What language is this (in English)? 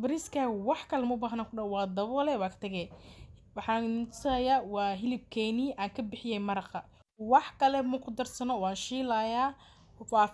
Somali